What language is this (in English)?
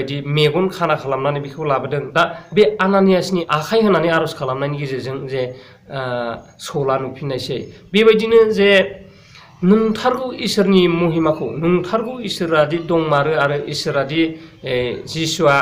Bodo